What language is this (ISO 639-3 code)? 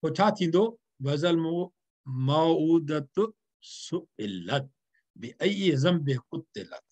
snd